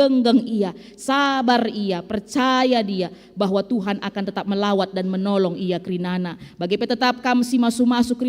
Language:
Batak Karo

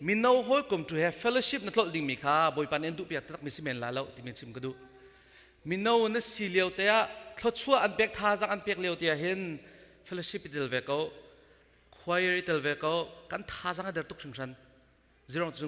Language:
Hakha Chin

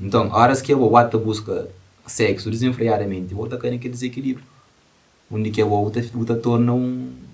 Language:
Kabuverdianu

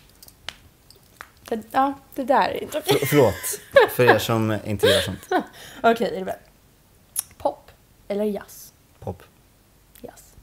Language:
Swedish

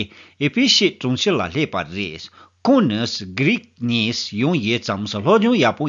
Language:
Tibetan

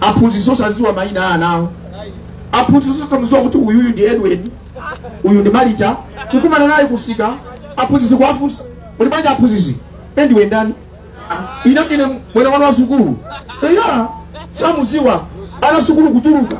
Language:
Nyanja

